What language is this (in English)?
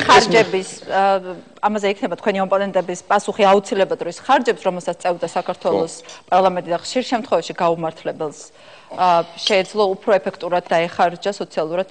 Georgian